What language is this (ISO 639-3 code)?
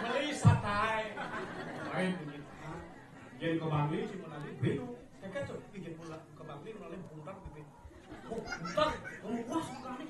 ban